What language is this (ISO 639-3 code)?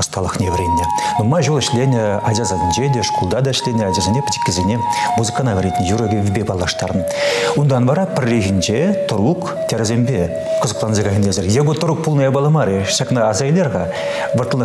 chv